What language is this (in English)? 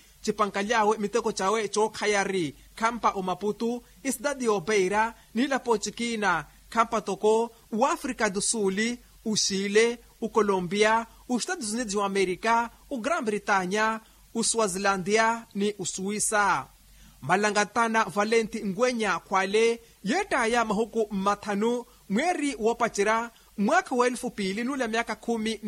Makhuwa